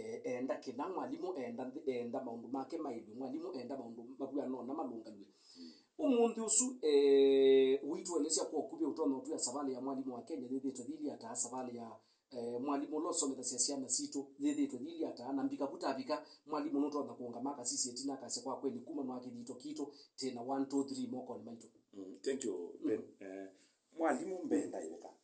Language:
Kamba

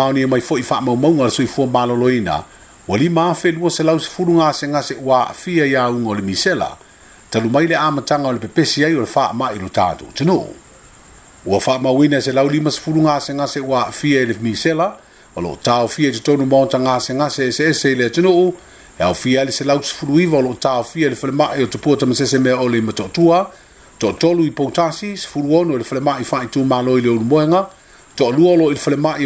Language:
Samoan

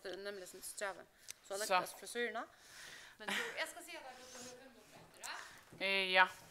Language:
Faroese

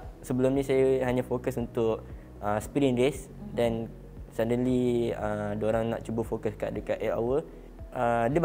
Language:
Malay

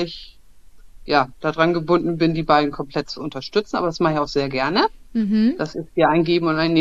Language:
German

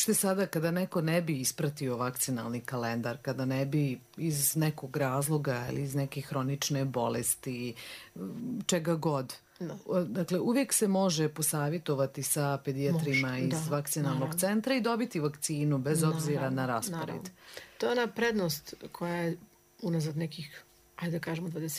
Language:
Serbian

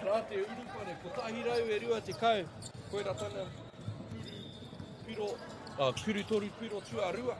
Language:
Māori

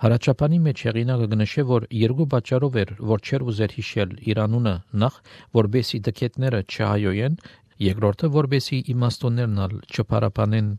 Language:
Armenian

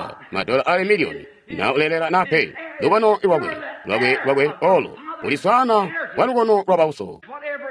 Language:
Tonga (Zambia)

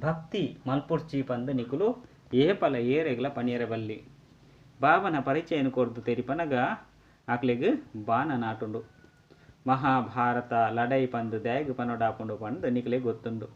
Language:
Tulu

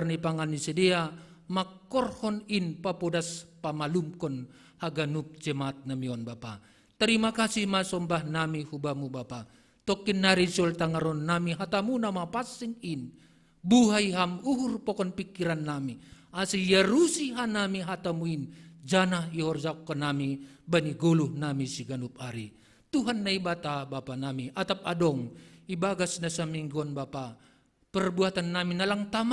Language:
Batak Simalungun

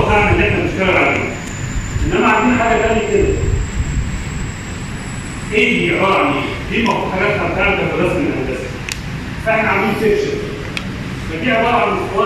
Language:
Egyptian Arabic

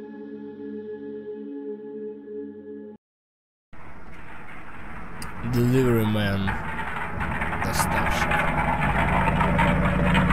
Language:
Russian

